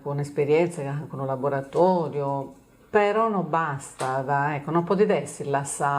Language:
Sardinian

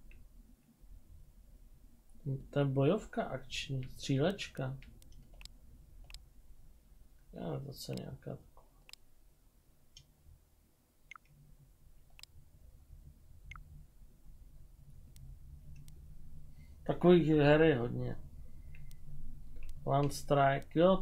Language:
Czech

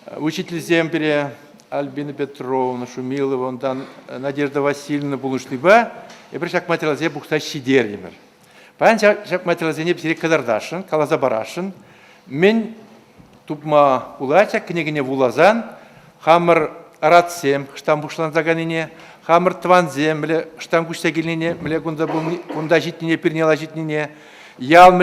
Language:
Chuvash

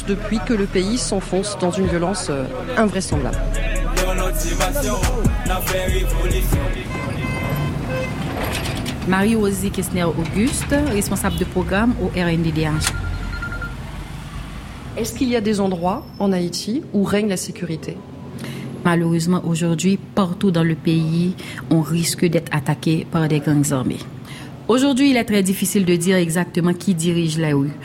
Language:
French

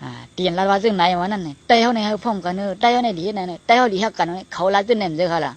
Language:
Shan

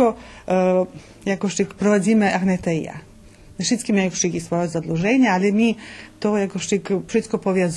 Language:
Rusyn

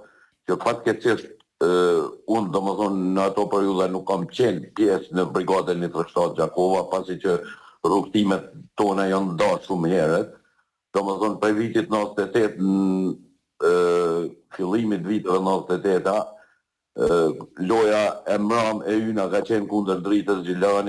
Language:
Albanian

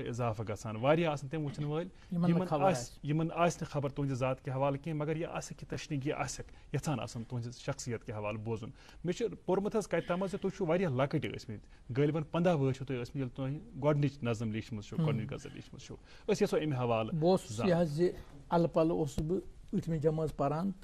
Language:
Kashmiri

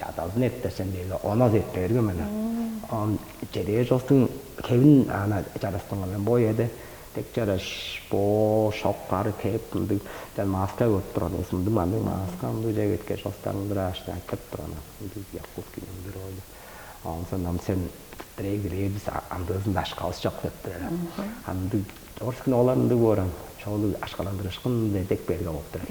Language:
Tuvinian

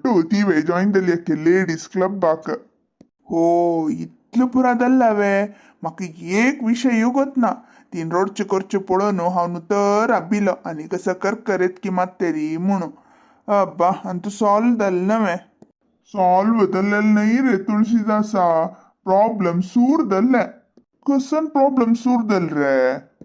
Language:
Konkani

